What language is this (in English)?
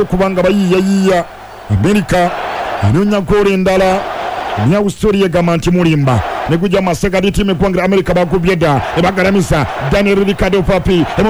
Ganda